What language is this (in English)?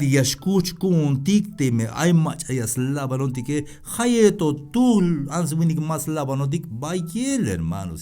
Tzeltal